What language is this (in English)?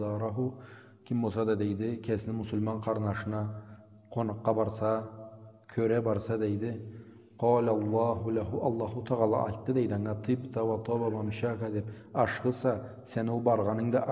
Karachay-Balkar